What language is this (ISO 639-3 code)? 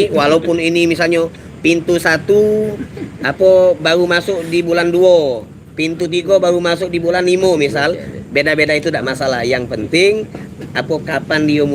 mui